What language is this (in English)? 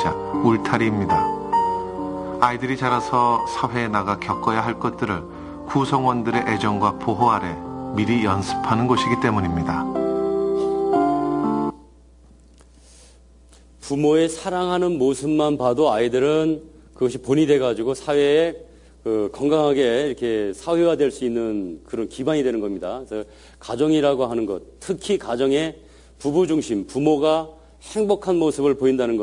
Korean